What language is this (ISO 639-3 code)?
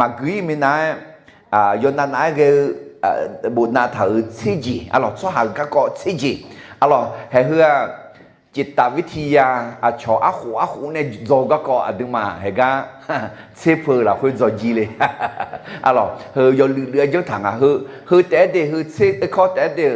ahk